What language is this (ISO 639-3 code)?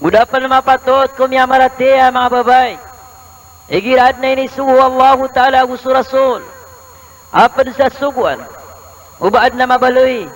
mrw